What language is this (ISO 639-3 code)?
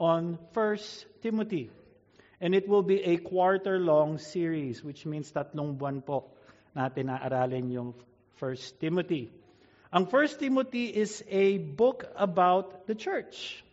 fil